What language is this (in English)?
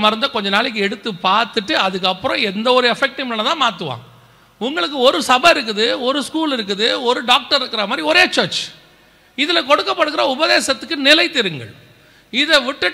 Tamil